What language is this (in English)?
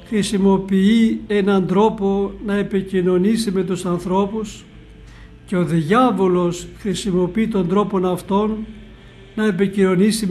Greek